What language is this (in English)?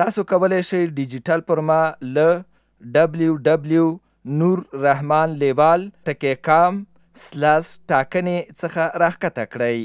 Pashto